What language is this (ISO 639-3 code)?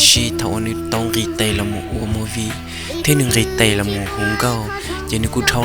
hmn